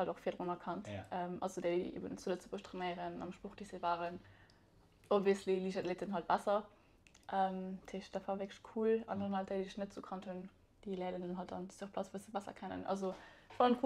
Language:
Luxembourgish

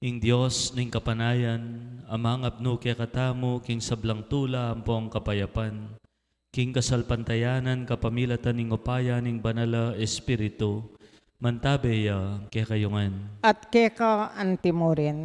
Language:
Pampanga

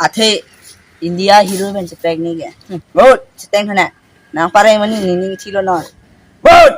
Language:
Karbi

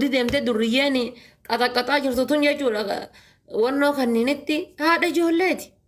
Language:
Oromo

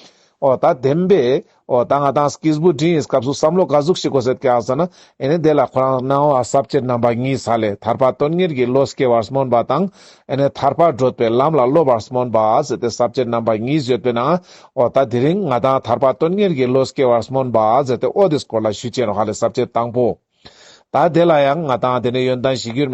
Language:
Ladakhi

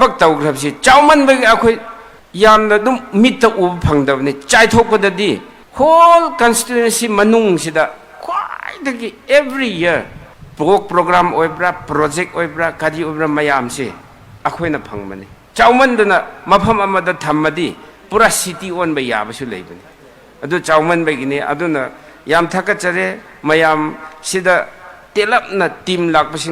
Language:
Manipuri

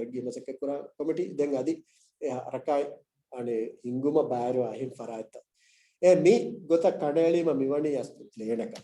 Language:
Divehi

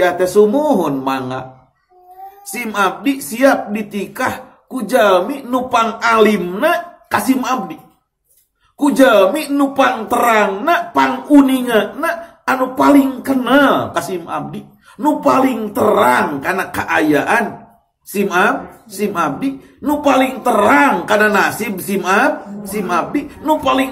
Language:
Sundanese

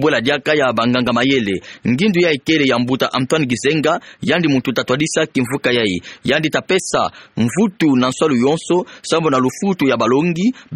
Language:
Kituba (Democratic Republic of Congo)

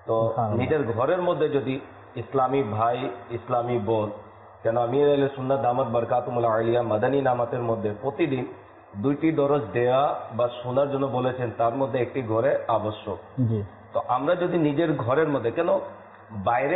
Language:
Bangla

